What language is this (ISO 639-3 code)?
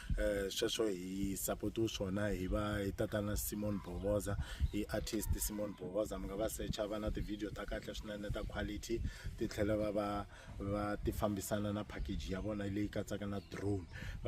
tso